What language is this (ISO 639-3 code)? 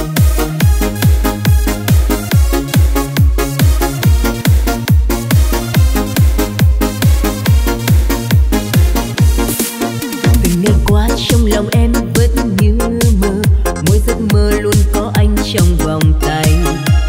vie